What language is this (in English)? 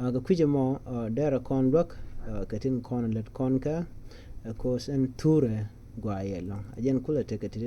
Nuer